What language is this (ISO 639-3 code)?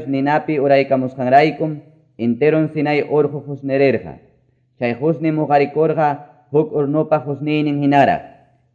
que